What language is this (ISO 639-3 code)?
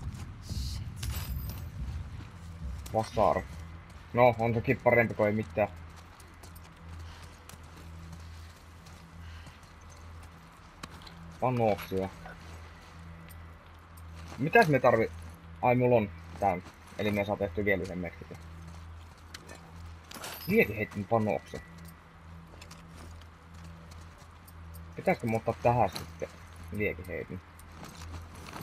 fin